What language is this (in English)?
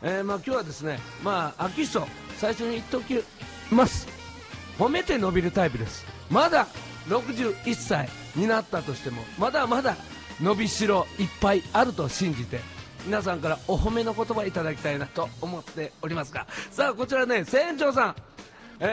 Japanese